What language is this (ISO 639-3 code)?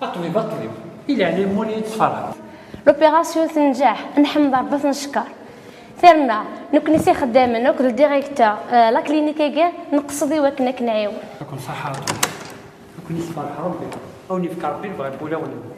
kab